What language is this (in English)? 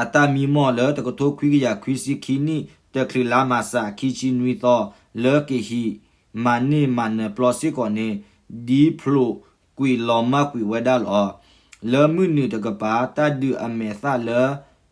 S'gaw Karen